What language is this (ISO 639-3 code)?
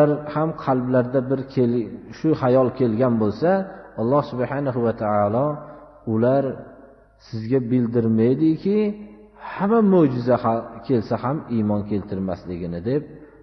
uzb